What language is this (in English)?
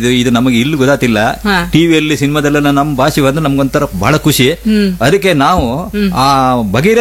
Kannada